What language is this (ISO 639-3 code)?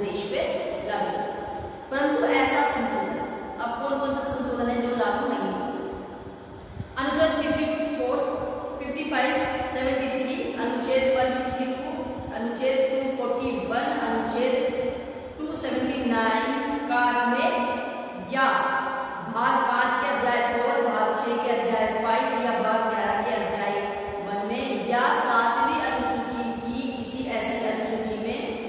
hin